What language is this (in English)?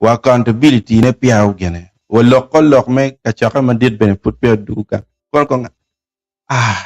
Acoli